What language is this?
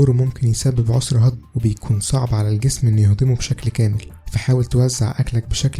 Egyptian Arabic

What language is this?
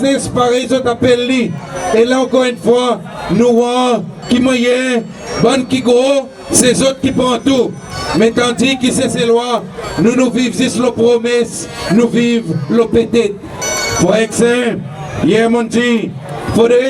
Seselwa Creole French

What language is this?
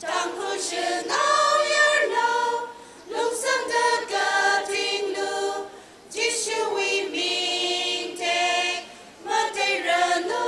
Tangkhul Naga (India)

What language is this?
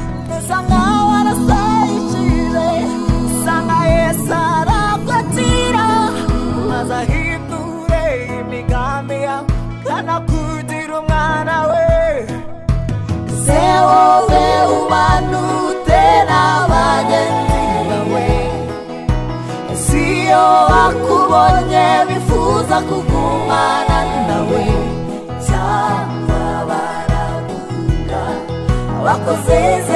Kinyarwanda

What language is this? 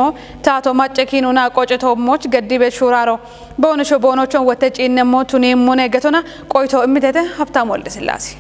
Kafa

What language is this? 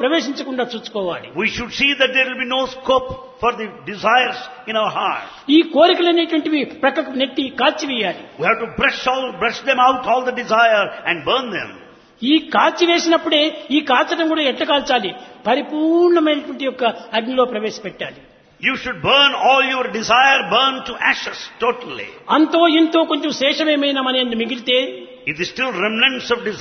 Telugu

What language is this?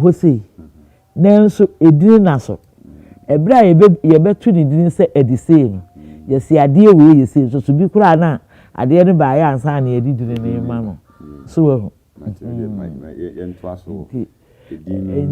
Akan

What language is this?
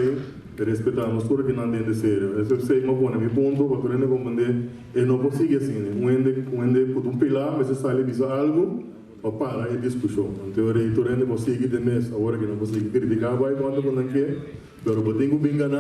Papiamento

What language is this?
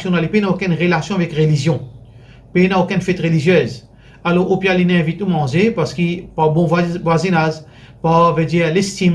Morisyen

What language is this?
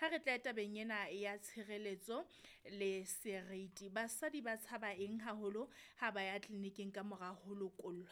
Southern Sotho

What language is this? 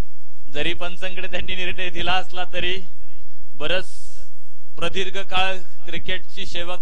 Marathi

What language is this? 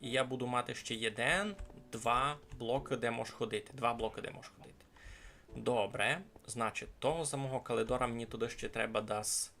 Rusyn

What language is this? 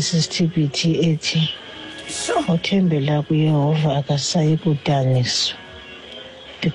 Xhosa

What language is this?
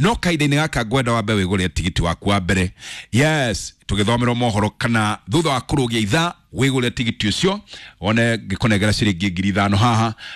Kikuyu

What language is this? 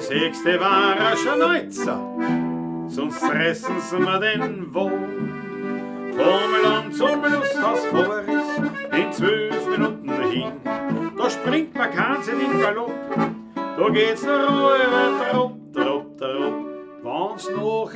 Bavarian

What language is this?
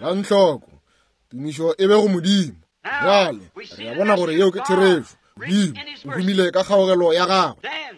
Northern Sotho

